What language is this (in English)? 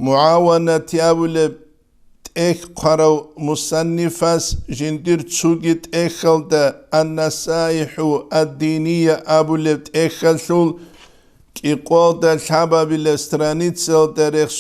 Avaric